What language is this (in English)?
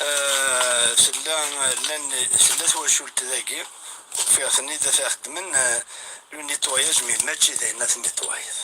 Kabyle